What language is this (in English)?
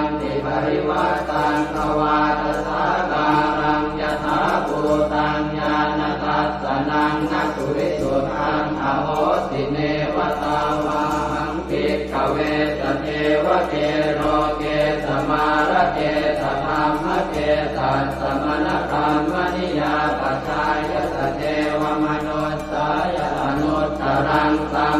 Pali